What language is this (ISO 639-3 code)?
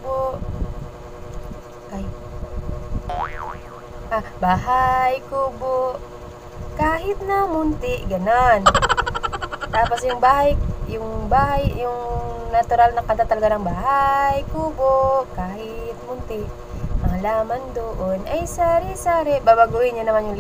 fil